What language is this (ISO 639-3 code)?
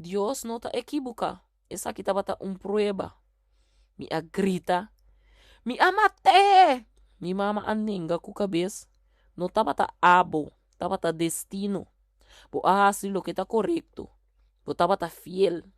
pap